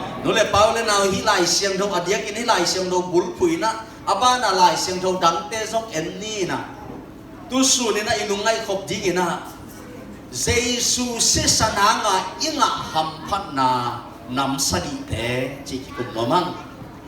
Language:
Tedim Chin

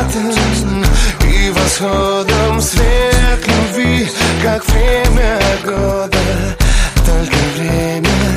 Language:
Russian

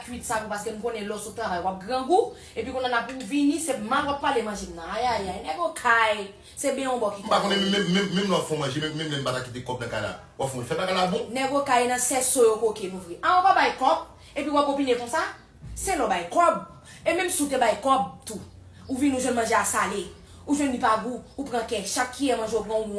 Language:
Haitian Creole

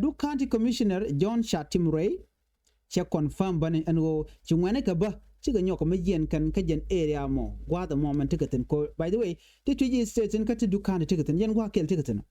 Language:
Nuer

